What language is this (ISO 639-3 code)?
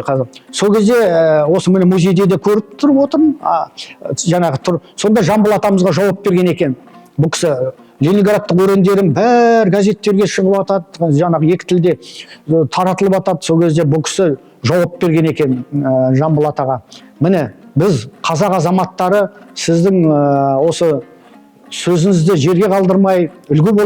kaz